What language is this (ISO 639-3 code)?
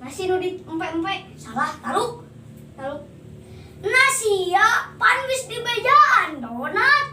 sun